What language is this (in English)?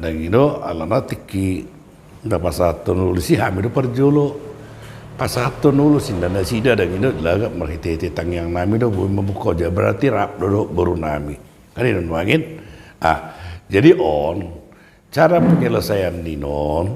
Batak Toba